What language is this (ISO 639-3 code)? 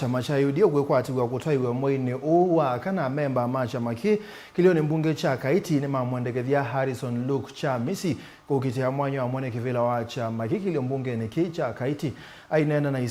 kam